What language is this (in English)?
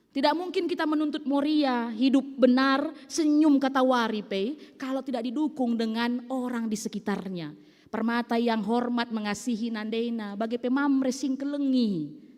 Batak Karo